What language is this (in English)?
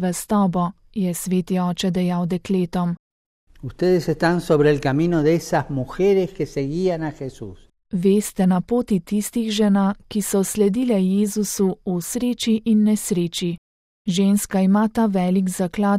Slovenian